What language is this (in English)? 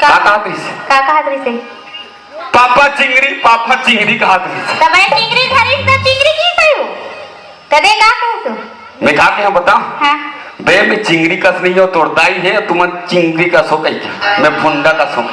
Chhattisgarhi